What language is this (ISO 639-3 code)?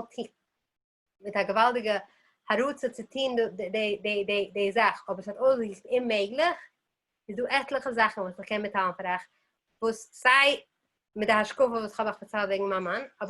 yid